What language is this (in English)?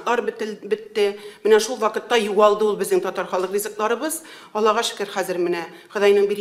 Tatar